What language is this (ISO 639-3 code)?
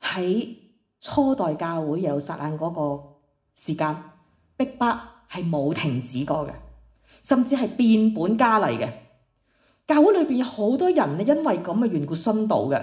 yue